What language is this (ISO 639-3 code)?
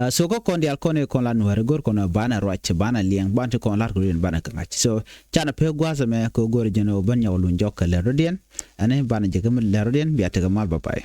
nus